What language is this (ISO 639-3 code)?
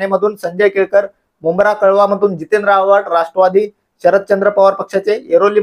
mar